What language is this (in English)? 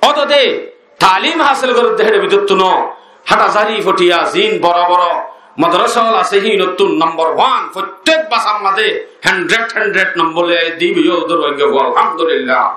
Rohingya